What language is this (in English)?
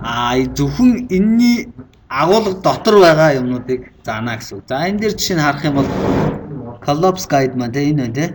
Mongolian